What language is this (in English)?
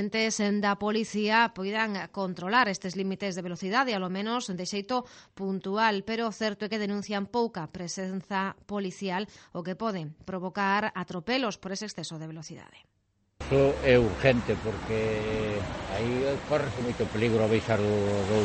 Galician